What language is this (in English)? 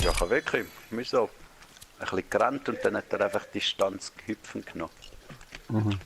Swiss German